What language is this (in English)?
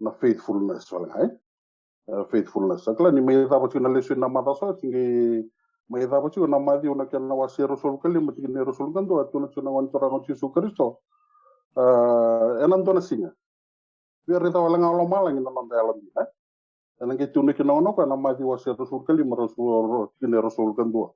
Fijian